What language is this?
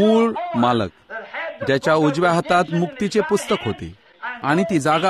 Marathi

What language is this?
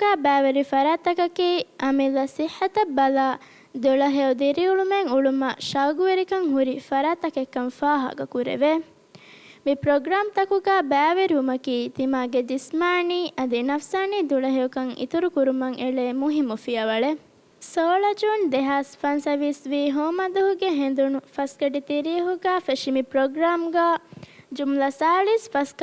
Divehi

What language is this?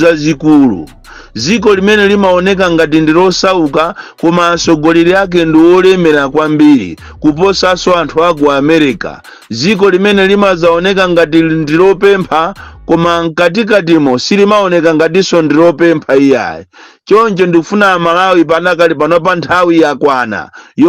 Nyanja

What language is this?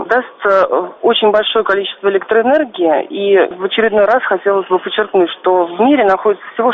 Russian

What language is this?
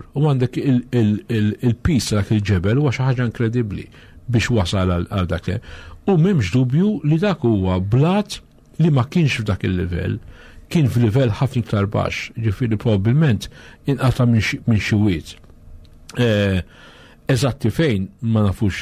Maltese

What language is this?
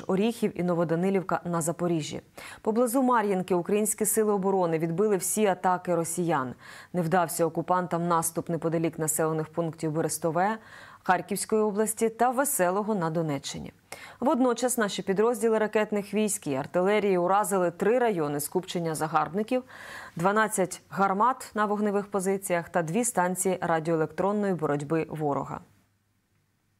Ukrainian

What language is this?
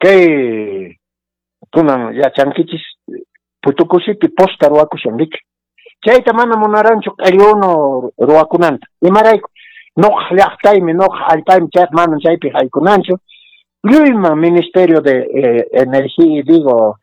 Quechua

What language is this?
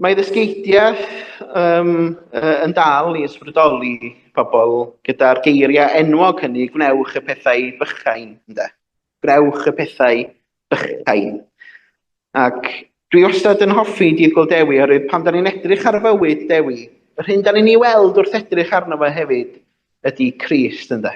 Welsh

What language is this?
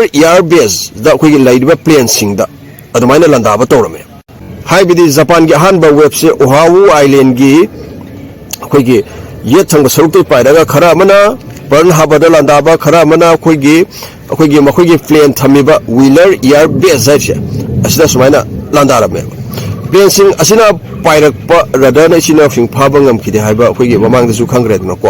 Manipuri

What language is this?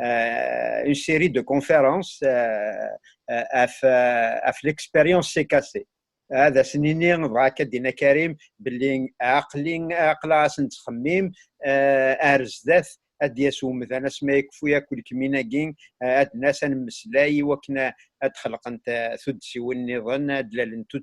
Kabyle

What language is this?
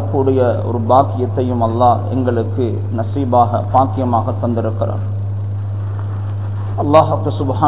Tamil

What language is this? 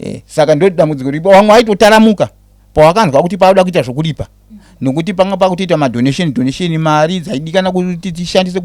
Shona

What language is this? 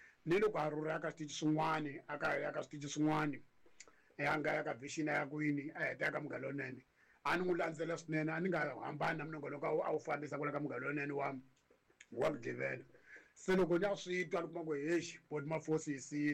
Tsonga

